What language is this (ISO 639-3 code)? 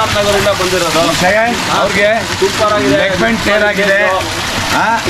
kan